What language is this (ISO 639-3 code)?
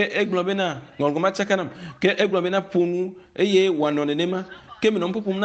ewe